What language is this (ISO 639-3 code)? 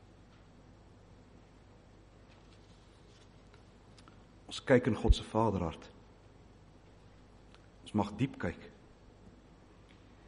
afr